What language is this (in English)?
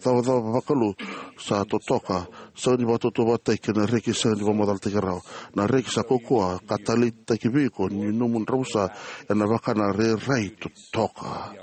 Fijian